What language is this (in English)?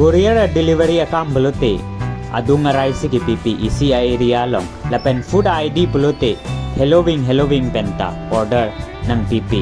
Karbi